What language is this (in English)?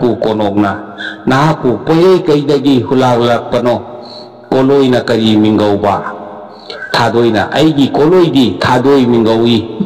Manipuri